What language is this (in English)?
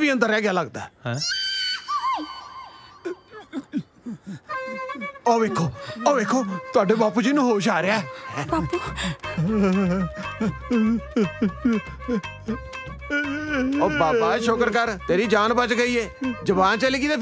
Punjabi